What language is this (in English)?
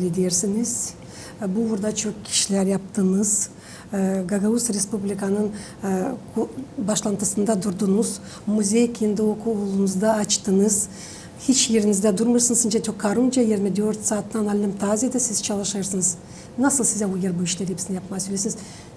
Gagauz